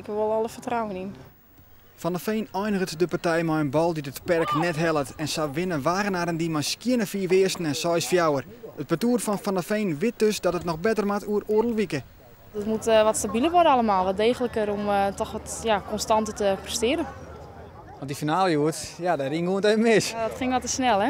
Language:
Western Frisian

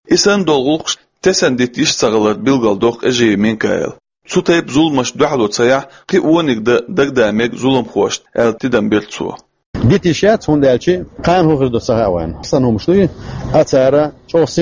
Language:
Chechen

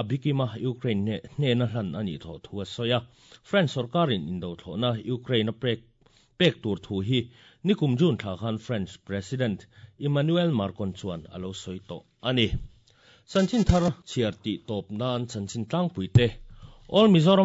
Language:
Mizo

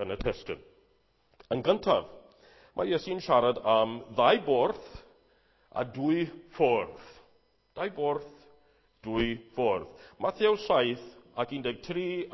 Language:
Welsh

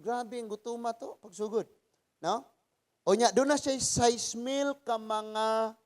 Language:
Cebuano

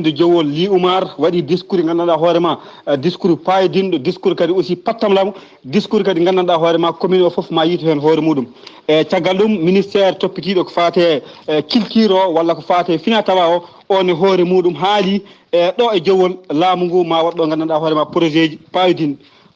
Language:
Fula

